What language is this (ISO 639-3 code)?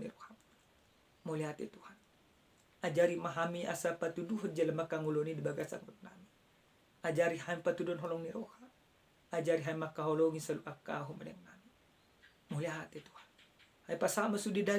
bbc